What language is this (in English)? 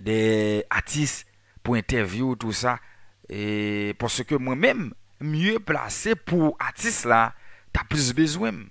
Haitian Creole